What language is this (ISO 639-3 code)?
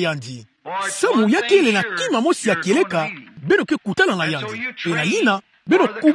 ktu